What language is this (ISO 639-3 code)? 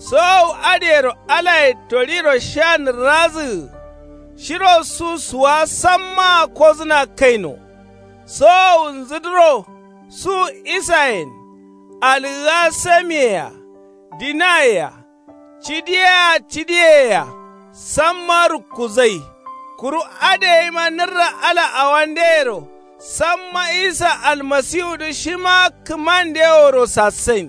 kau